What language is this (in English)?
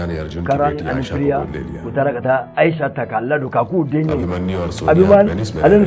Bambara